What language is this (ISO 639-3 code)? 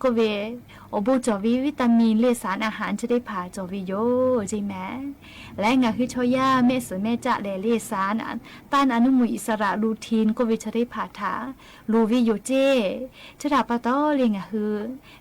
lhu